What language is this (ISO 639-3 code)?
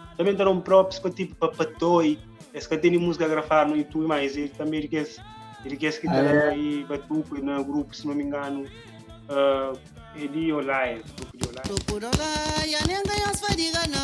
kea